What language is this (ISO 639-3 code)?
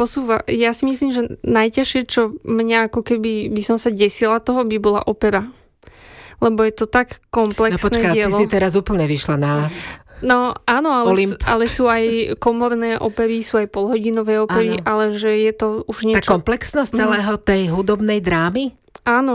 slk